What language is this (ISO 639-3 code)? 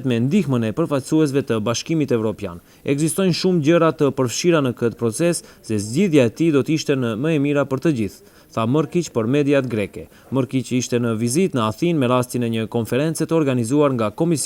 sqi